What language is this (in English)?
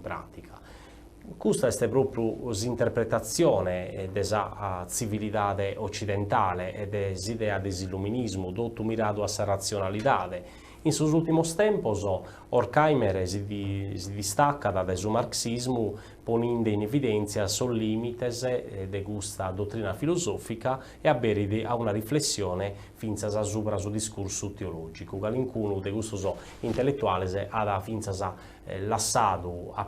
Sardinian